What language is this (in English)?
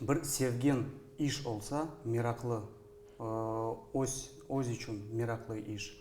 Crimean Tatar